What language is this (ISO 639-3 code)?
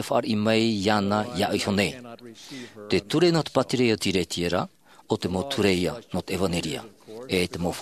tah